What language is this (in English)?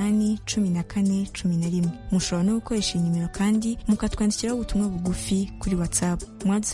Kinyarwanda